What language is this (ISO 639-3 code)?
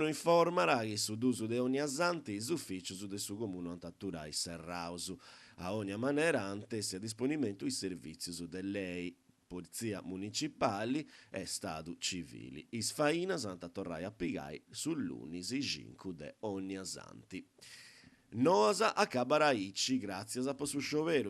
srd